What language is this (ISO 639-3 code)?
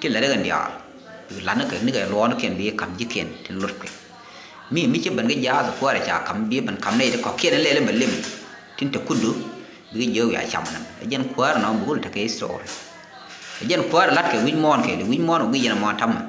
nus